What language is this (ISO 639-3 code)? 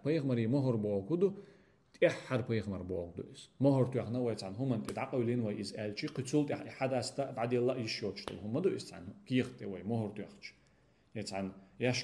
che